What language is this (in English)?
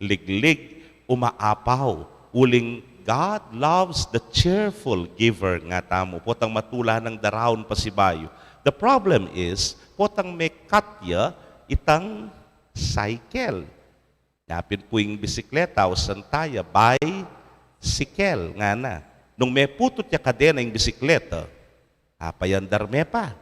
Pampanga